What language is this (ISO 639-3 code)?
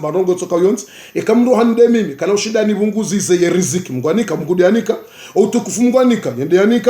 zdj